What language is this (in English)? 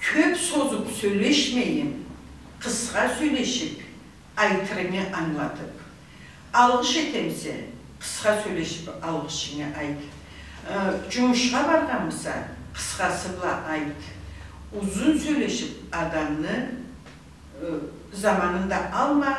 Karachay-Balkar